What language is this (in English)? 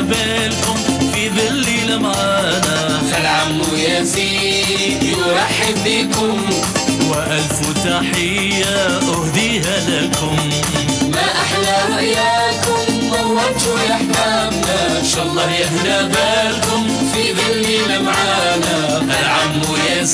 Algerian Arabic